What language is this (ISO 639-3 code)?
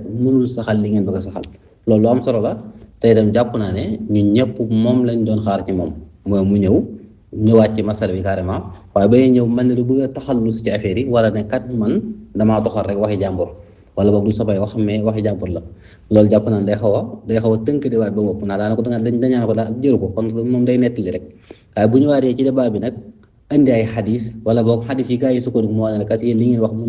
wol